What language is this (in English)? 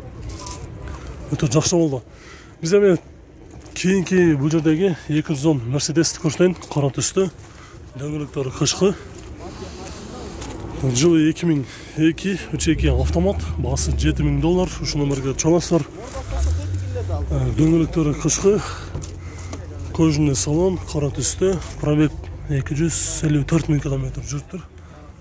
Kyrgyz